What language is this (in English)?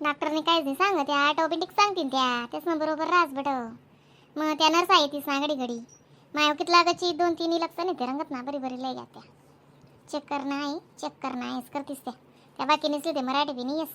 Khandesi